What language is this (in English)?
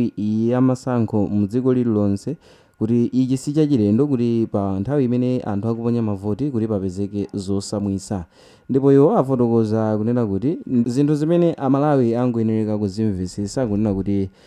Nyanja